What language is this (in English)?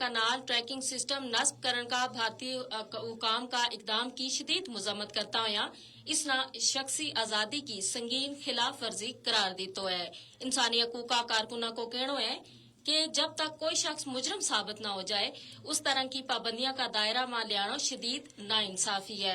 Gujari